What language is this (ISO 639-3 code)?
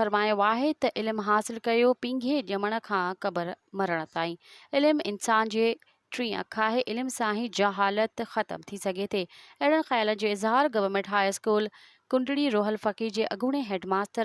snd